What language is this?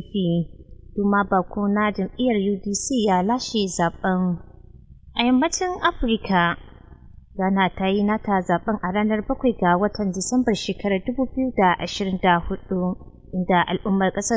Hausa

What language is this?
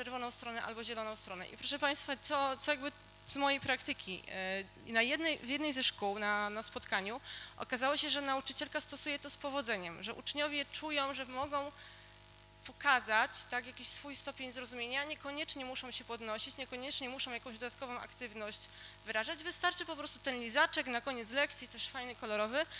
Polish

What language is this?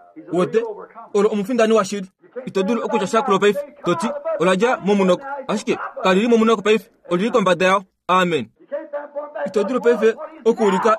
Kuanyama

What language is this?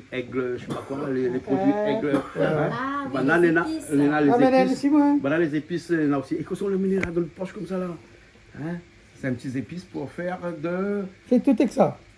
Réunion Creole French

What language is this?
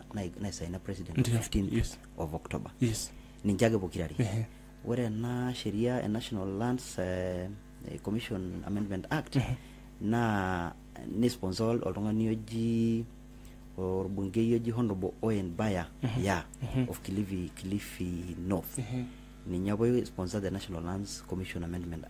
Masai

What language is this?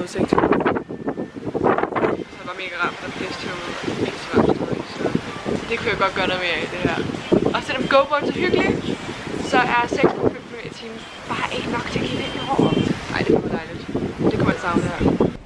Danish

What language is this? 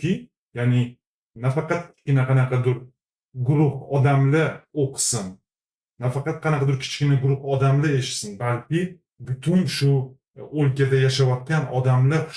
Uzbek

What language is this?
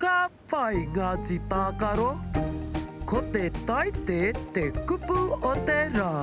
Māori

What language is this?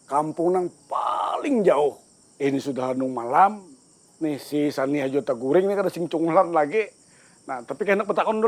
Banjar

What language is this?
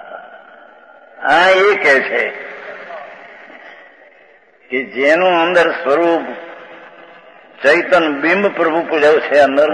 Gujarati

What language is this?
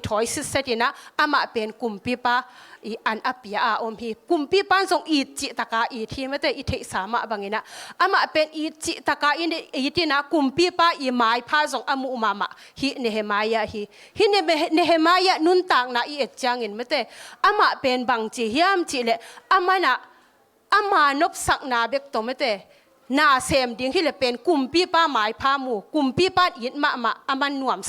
Tedim Chin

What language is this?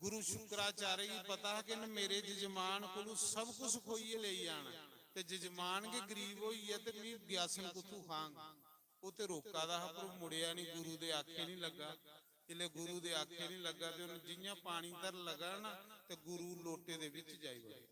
Dogri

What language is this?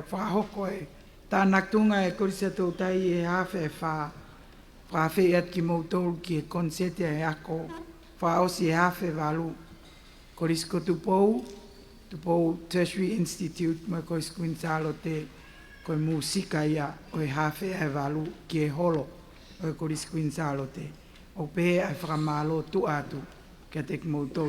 Tongan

